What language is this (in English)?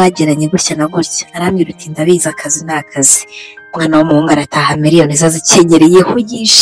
Kinyarwanda